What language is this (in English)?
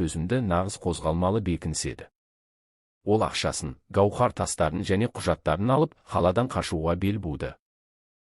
Kazakh